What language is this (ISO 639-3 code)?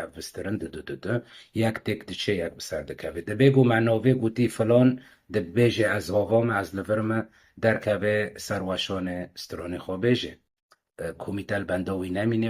kur